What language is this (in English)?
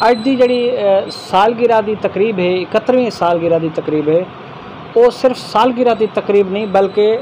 Saraiki